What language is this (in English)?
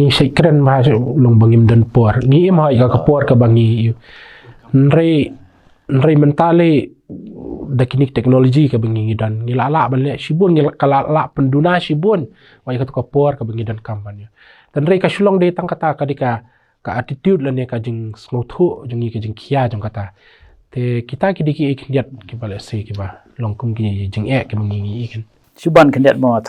Khasi